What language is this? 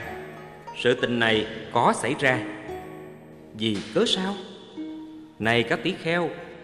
Vietnamese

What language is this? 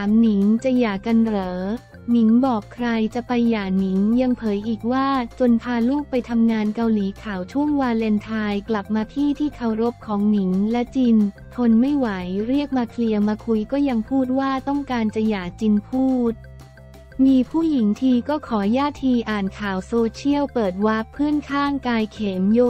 Thai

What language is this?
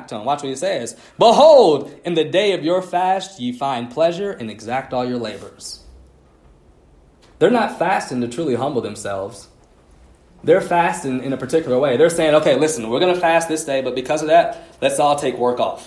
English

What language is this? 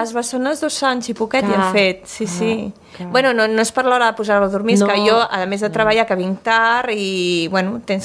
Catalan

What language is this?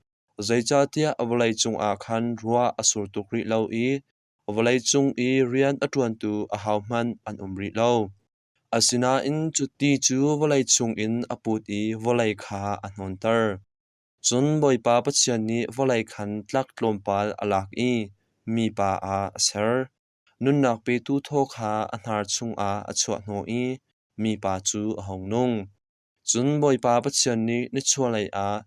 Hakha Chin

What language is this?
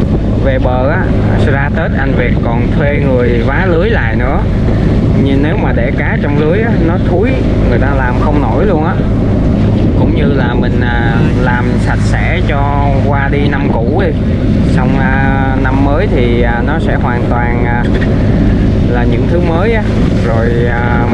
Vietnamese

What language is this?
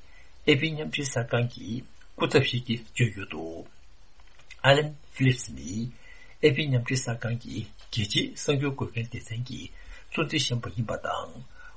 Tibetan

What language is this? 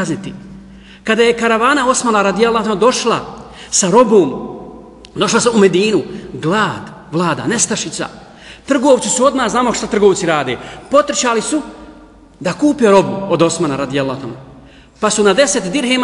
Bosnian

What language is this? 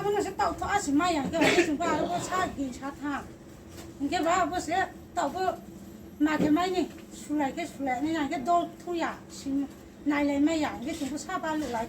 Riang (India)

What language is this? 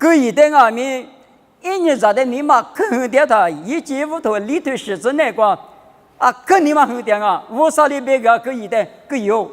Lisu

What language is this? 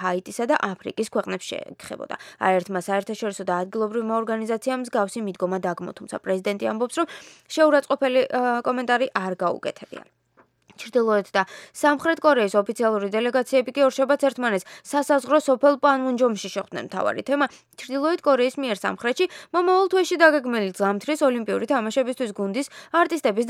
Georgian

